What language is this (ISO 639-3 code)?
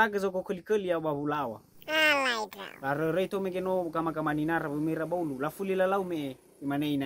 nia